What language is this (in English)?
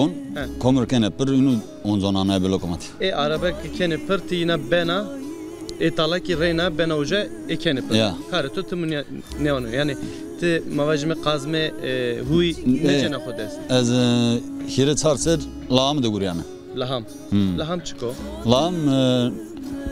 Zaza